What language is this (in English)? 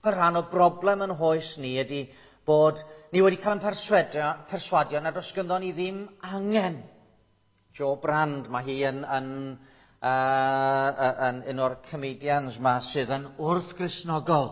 Welsh